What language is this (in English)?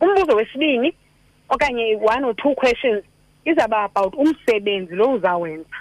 Xhosa